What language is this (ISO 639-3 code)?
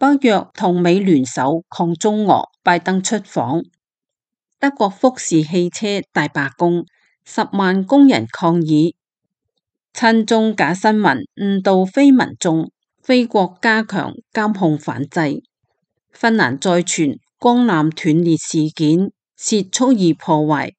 yue